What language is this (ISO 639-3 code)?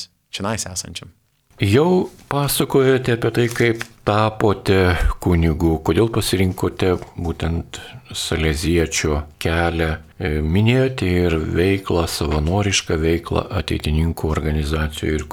lit